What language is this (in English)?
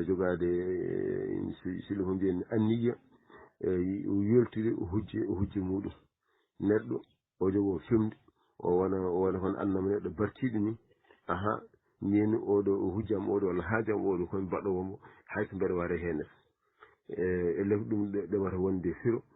Fula